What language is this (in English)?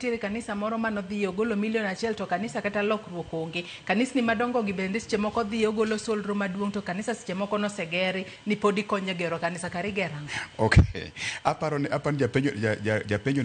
Luo (Kenya and Tanzania)